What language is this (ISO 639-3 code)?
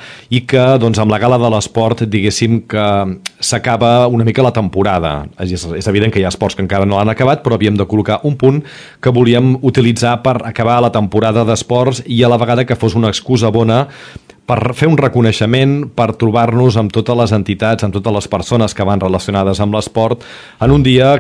cat